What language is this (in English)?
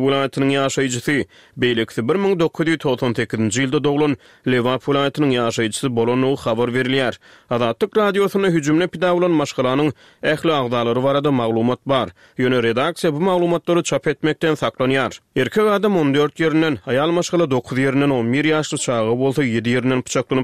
Turkmen